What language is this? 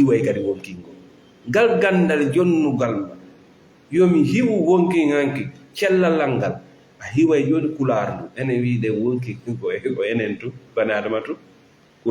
Fula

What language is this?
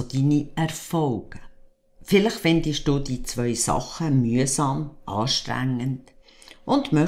Swiss German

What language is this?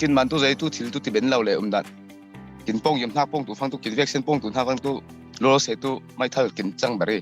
Falam Chin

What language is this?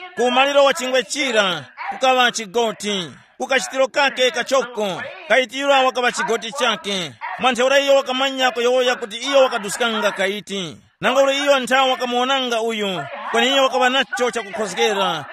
Tumbuka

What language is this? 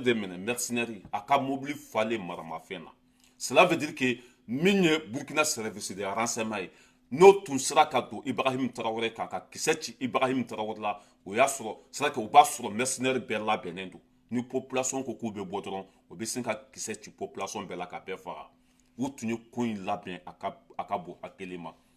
Bambara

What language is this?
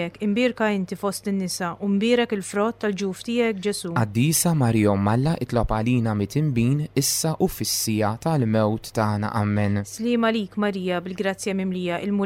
Maltese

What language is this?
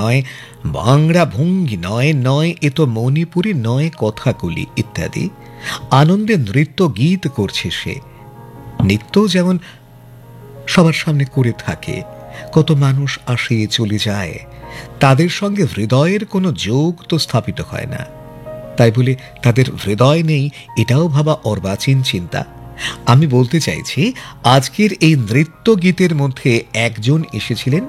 Bangla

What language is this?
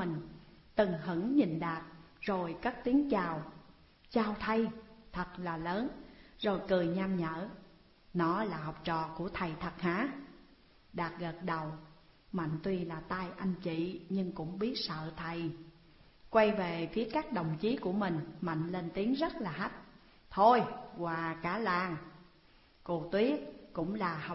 Vietnamese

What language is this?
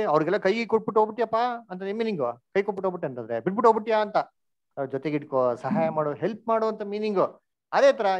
Kannada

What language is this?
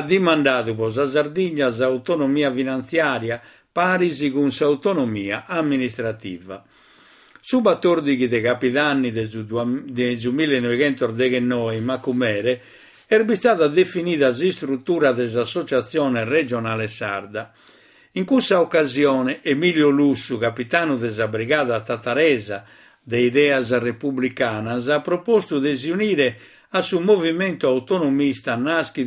Sardinian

